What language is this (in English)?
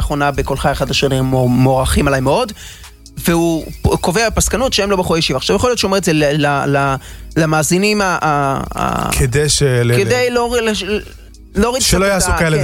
Hebrew